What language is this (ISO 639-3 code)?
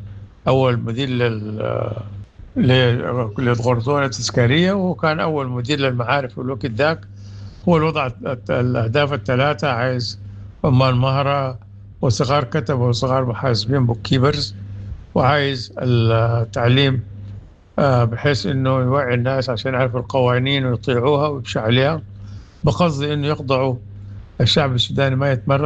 apd